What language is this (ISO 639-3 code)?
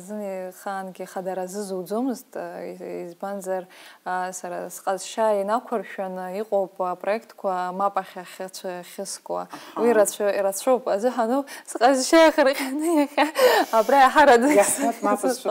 abk